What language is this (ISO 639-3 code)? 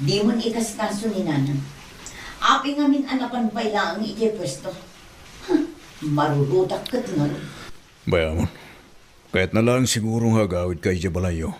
ilo